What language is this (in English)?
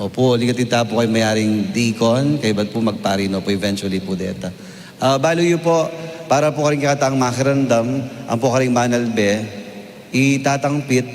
Pampanga